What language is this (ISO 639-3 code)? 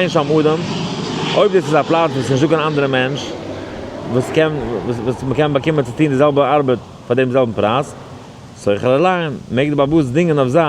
yid